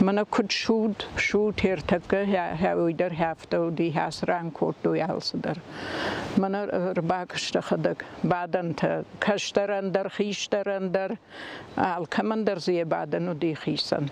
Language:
Ossetic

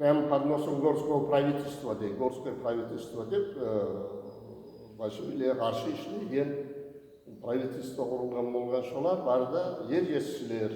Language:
Kumyk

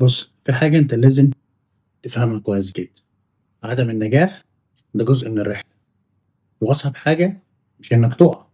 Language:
Egyptian Arabic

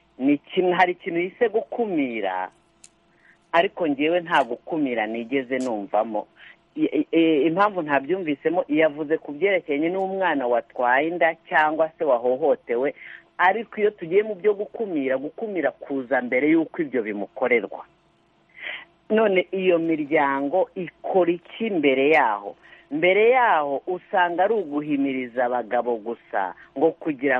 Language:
Kinyarwanda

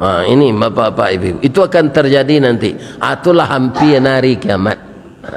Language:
Minangkabau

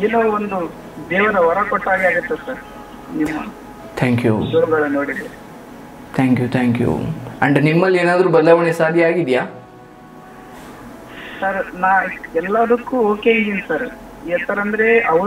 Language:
Kannada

